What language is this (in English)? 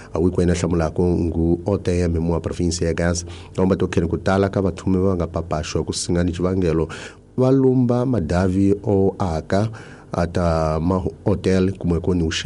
Tsonga